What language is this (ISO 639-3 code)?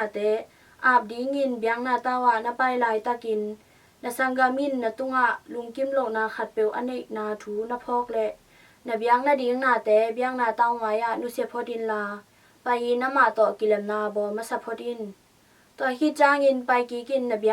ctd